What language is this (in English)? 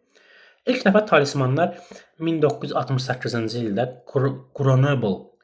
Azerbaijani